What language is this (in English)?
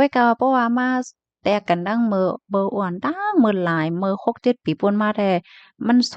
Shan